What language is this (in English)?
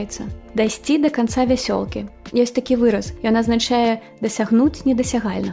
Belarusian